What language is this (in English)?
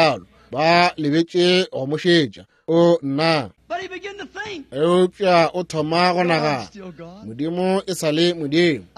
Northern Sotho